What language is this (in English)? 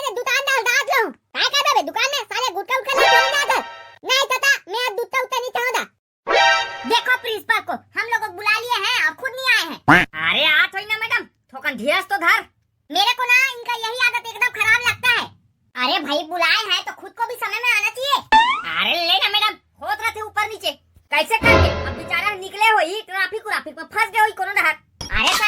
Chhattisgarhi